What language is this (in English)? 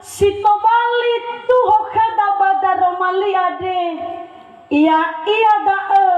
Nias